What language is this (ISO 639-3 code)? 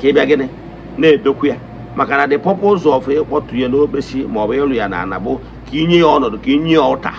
ibo